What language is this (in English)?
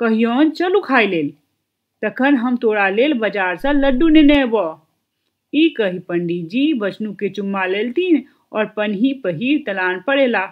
Maithili